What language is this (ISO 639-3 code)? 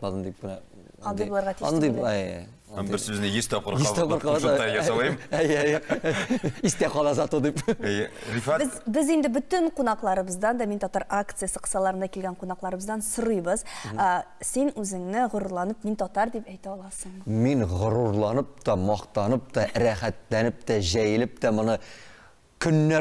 tat